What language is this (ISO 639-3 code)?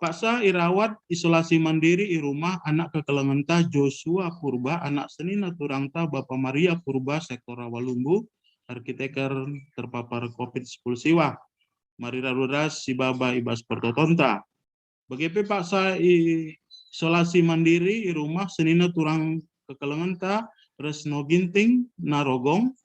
btx